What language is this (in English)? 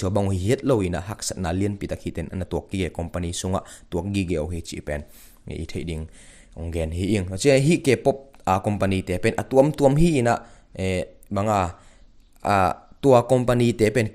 Tedim Chin